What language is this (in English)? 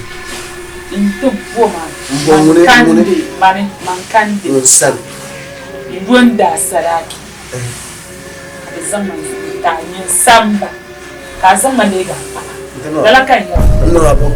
Dagbani